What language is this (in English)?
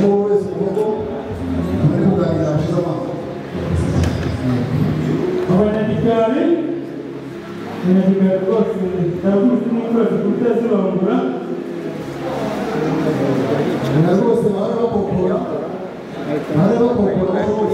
Kinyarwanda